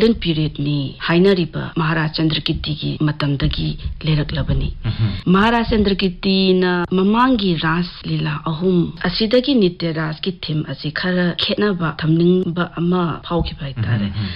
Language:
Manipuri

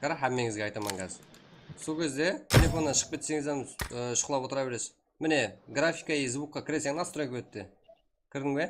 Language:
Kara-Kalpak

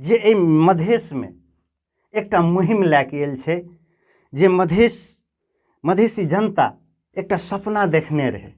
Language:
Maithili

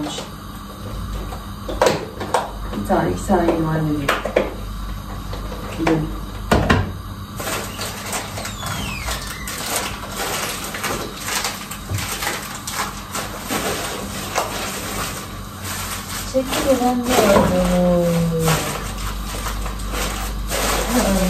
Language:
Turkish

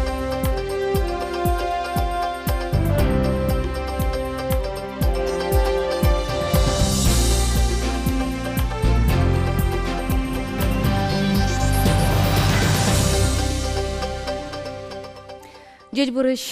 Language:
Udmurt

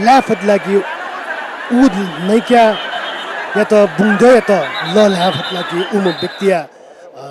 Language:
Newari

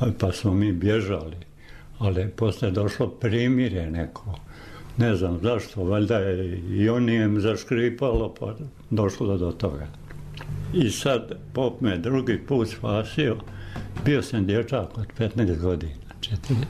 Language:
Serbian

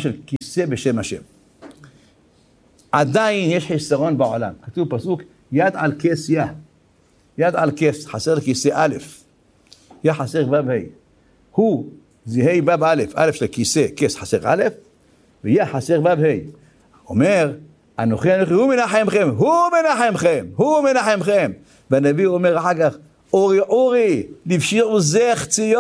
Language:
Hebrew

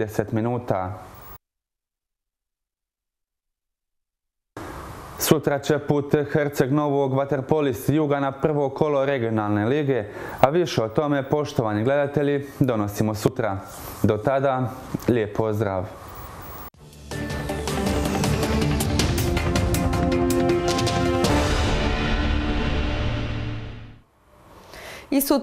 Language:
Croatian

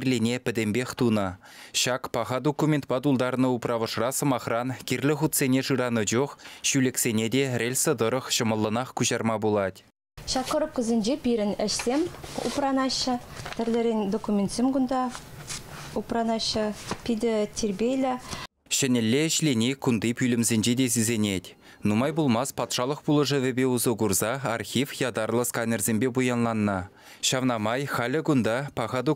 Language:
Chuvash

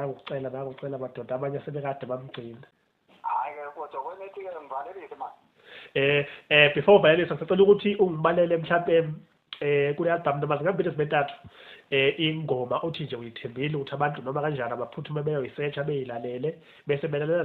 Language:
Zulu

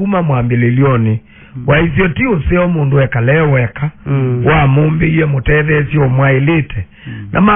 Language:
Kamba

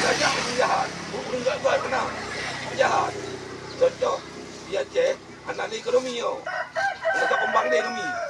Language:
Achinese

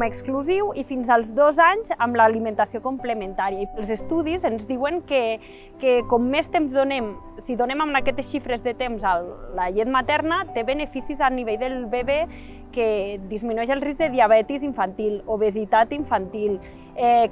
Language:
Catalan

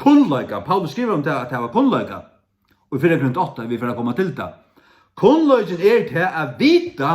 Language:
Faroese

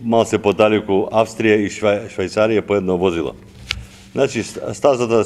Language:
Macedonian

